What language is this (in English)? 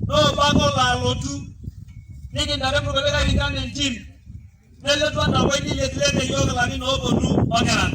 Masai